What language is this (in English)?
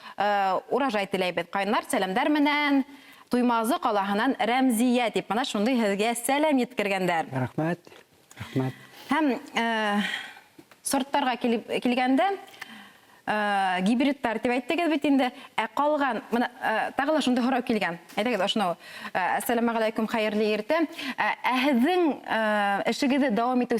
Bashkir